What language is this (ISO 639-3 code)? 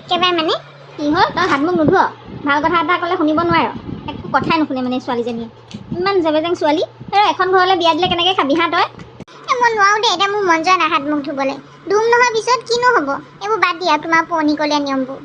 asm